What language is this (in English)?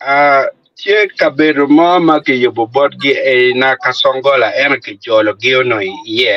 Acoli